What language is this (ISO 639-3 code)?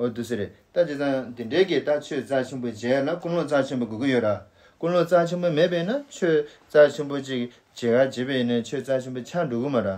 bod